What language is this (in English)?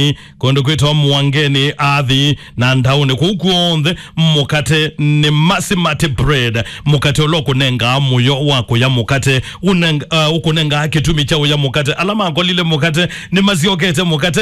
Kamba